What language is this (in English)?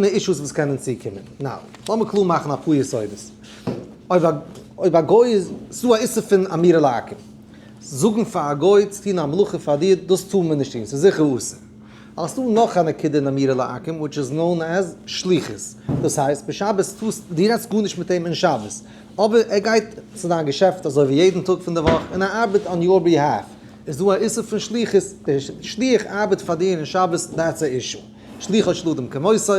Yiddish